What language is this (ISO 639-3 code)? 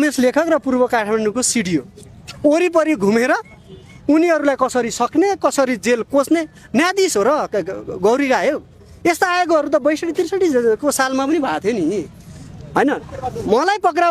nep